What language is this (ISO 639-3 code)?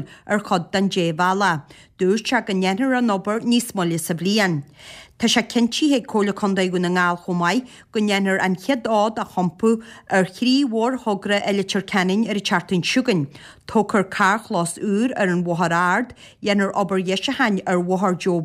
gle